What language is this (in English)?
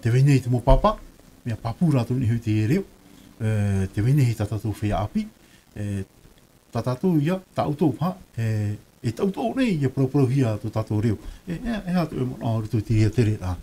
Tahitian